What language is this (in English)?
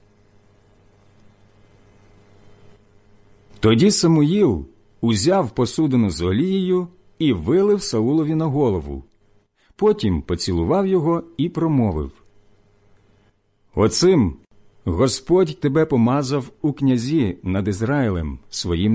Ukrainian